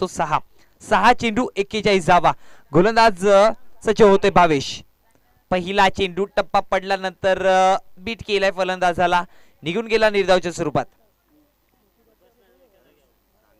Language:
Marathi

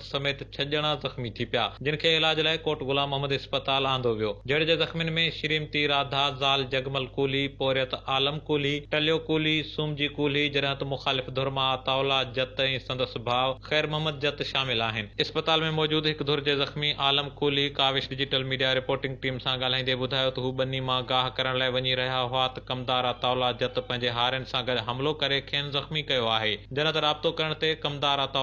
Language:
Sindhi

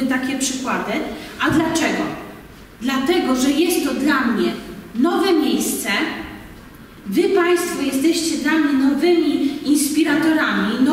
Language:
Polish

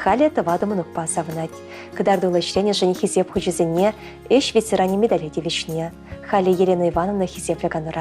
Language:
Chuvash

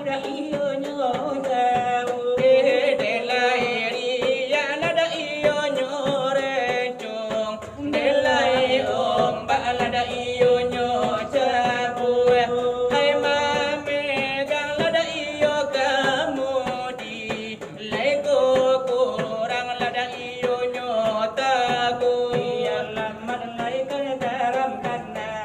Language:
Minangkabau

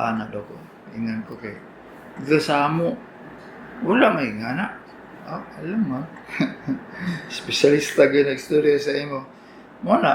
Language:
Cebuano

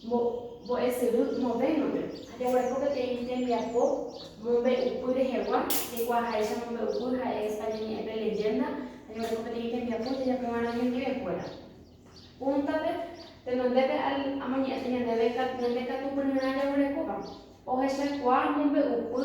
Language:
Guarani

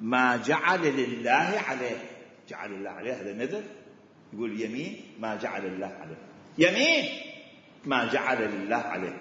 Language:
Mesopotamian Arabic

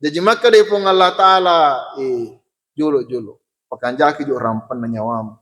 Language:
Buginese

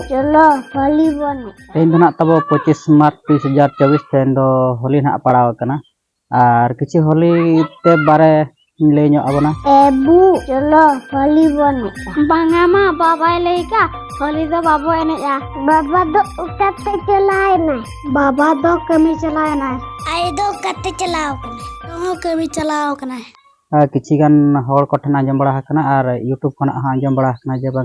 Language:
Santali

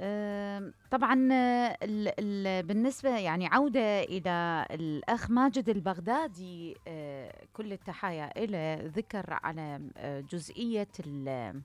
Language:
Mesopotamian Arabic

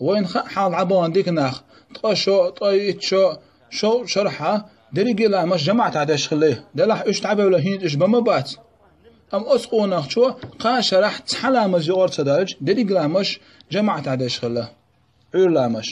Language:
Chechen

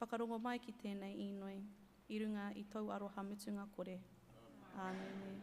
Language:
Māori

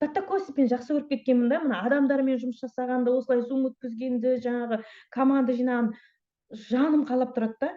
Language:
Kazakh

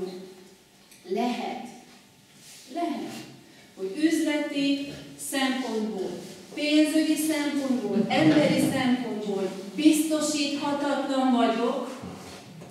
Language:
Hungarian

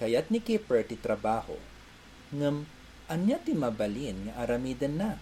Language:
Iloko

